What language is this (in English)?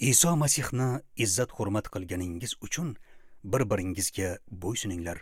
Uzbek